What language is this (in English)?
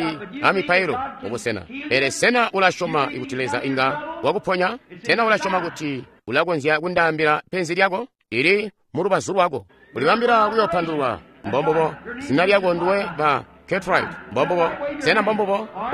Tonga (Zambia)